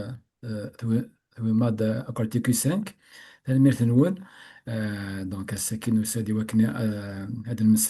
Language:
Kabyle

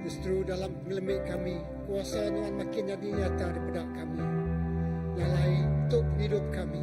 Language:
Iban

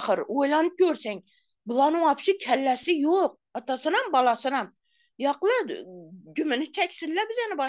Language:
Turkmen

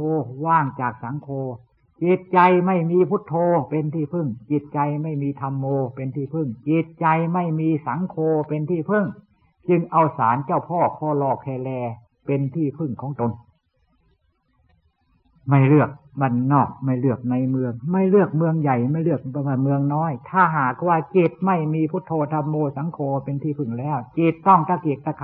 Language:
Thai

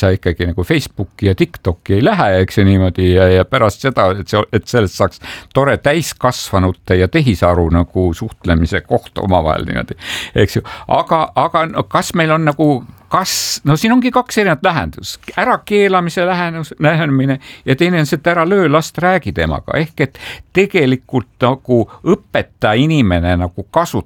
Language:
Estonian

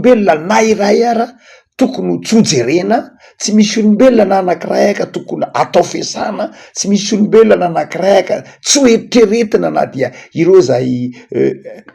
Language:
Malagasy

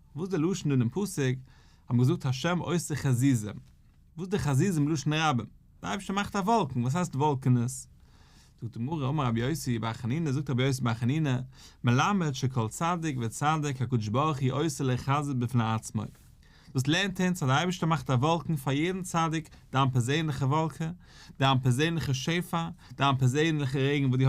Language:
Yiddish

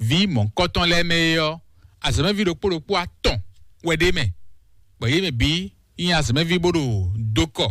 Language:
Fon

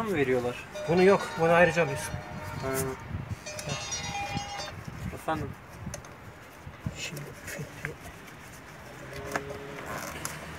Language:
Turkish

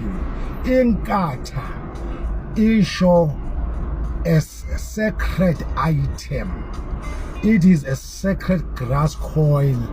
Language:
Zulu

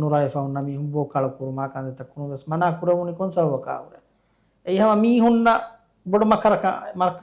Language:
Divehi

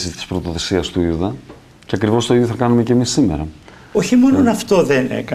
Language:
Greek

